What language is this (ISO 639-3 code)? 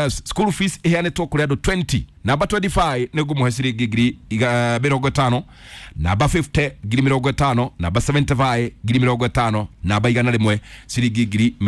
kik